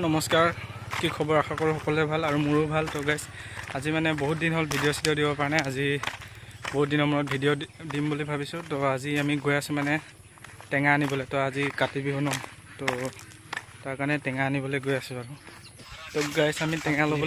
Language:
Assamese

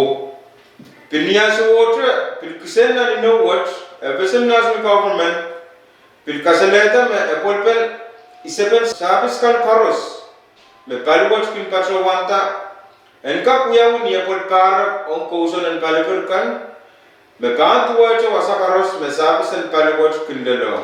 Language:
Pohnpeian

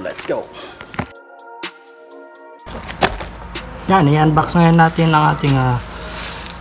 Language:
Filipino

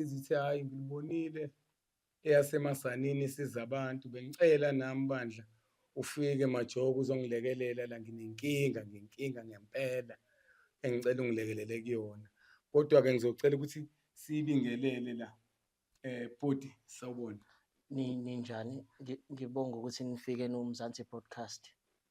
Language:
Zulu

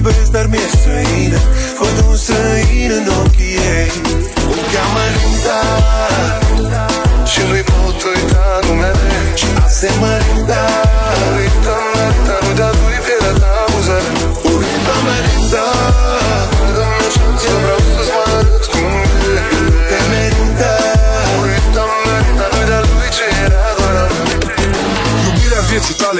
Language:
Romanian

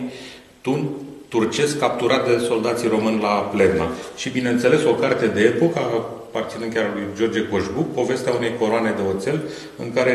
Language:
Romanian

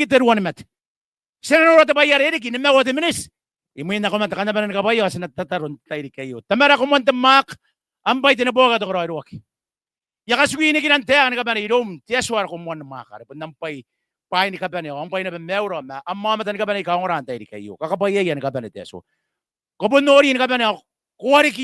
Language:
Gilbertese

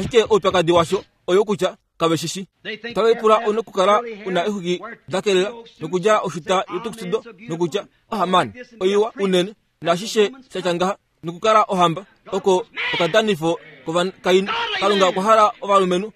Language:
Kuanyama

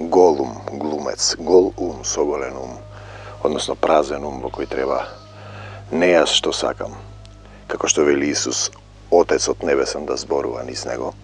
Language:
Macedonian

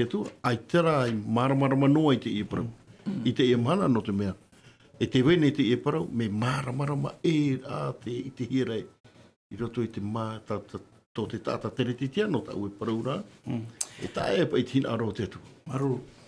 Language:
Tahitian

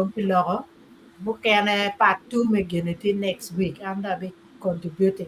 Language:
Acoli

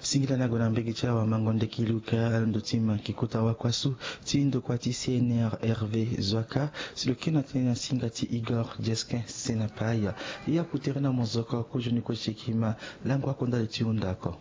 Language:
Sango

